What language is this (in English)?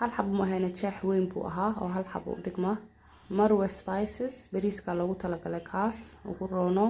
Somali